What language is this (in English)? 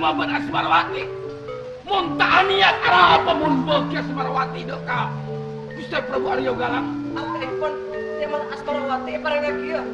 Madurese